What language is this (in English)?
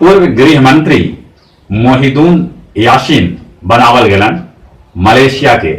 Magahi